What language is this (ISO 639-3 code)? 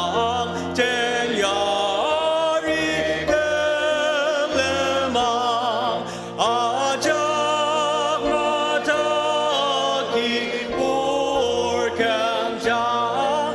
njo